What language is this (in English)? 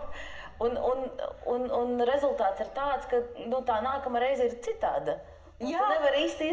Latvian